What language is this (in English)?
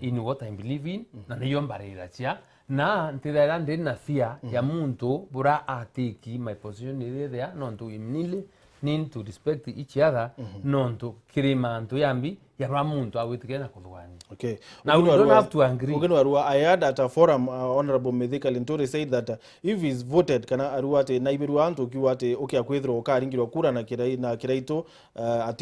Meru